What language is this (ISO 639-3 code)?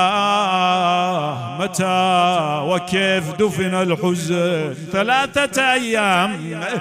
acm